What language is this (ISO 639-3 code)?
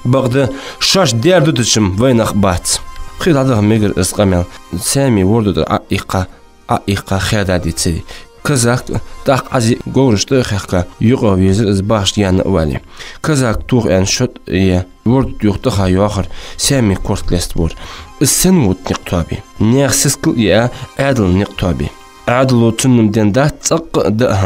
inh